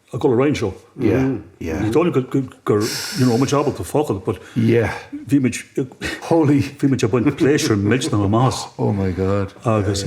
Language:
Irish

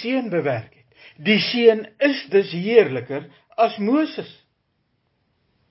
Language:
Afrikaans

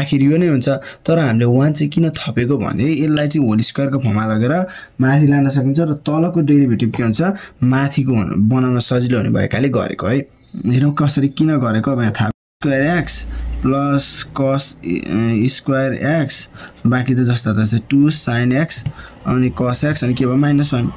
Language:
Nepali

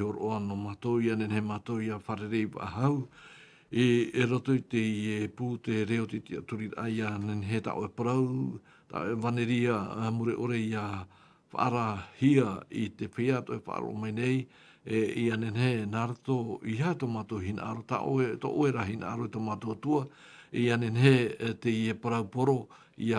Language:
Tahitian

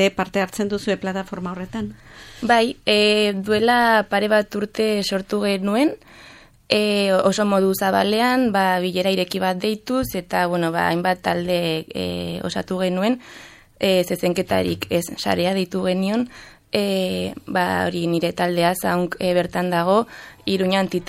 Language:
Basque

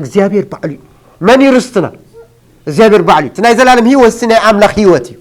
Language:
Tigrinya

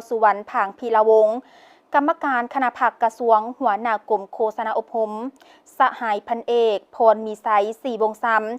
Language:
Lao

